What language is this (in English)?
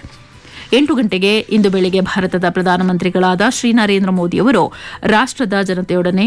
Kannada